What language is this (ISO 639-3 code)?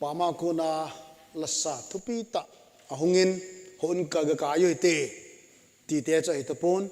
tcz